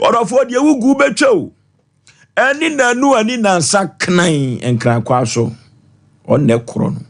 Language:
Akan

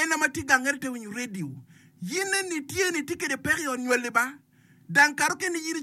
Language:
Acoli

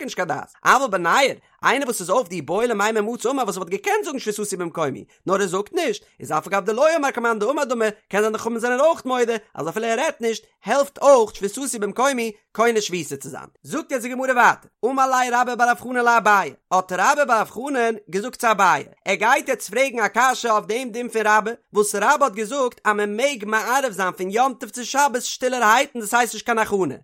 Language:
Yiddish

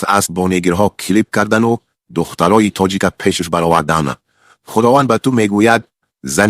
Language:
Tajik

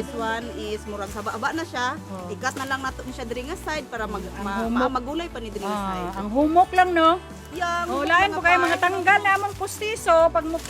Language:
Cebuano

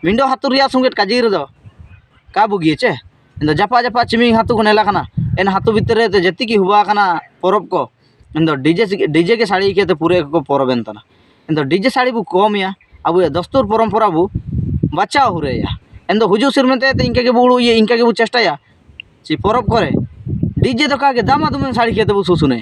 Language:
Ho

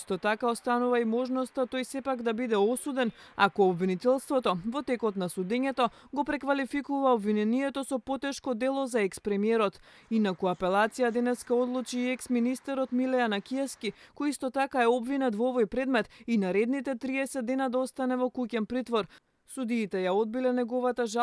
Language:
Macedonian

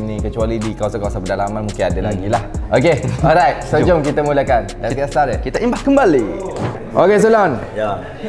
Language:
Malay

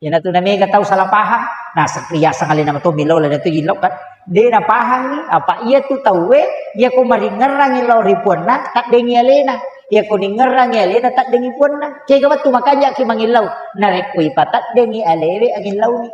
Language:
Buginese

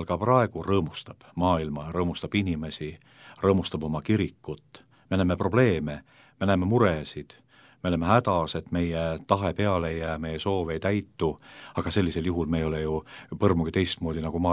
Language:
Estonian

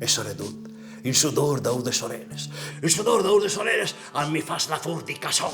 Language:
Friulian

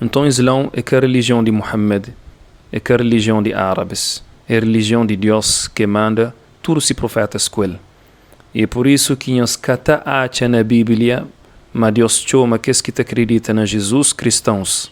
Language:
Kabuverdianu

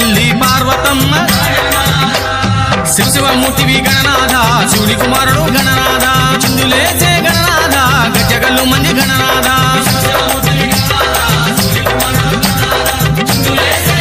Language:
Telugu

